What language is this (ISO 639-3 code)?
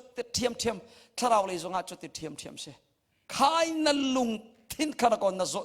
cnh